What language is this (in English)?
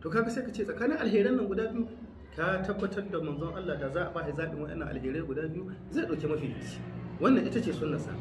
Hausa